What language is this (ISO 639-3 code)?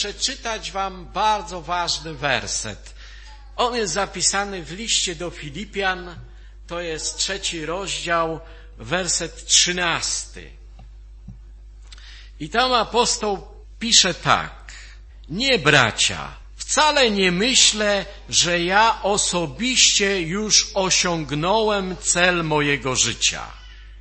pol